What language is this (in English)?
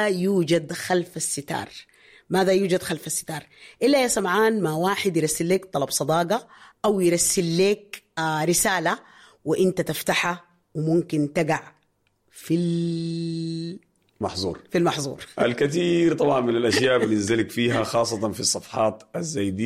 Sudanese Arabic